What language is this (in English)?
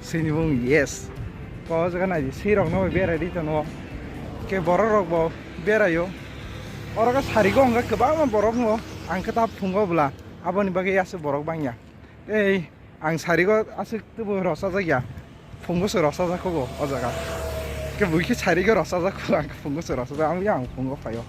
Kok Borok